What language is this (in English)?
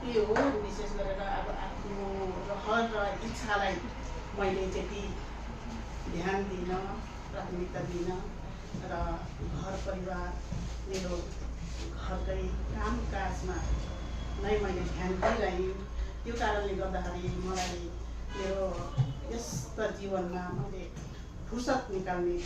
Nepali